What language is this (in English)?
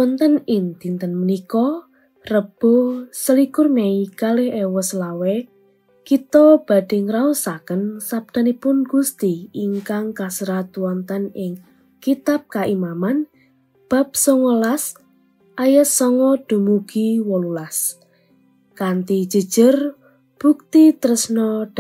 Javanese